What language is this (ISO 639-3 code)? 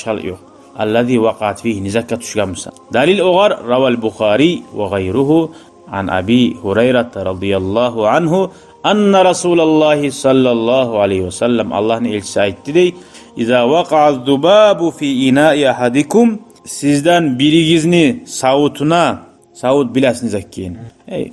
kum